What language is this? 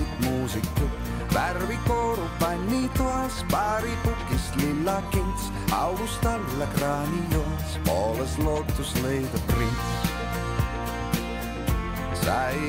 Estonian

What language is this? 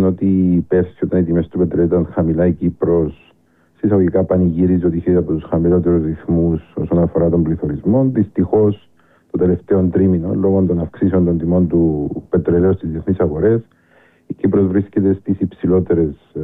Greek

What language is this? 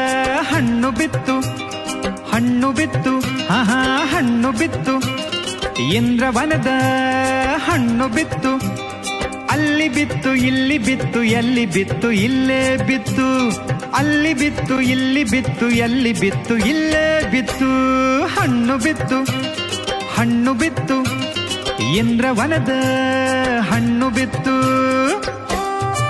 Kannada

